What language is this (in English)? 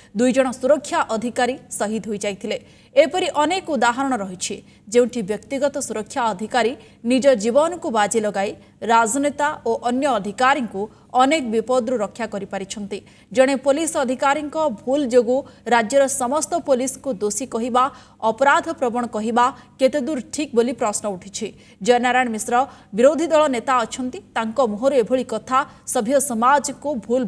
Odia